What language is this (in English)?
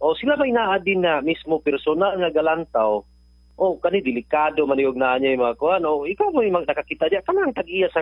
Cebuano